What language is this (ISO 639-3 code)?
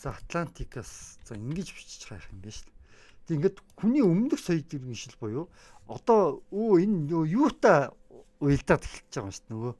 mon